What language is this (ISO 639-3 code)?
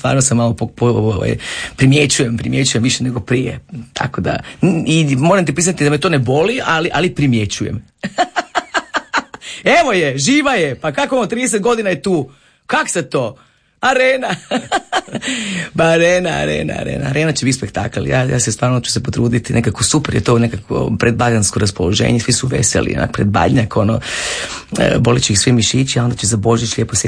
hrv